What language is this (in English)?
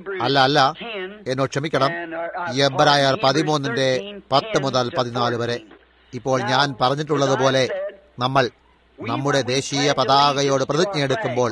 Malayalam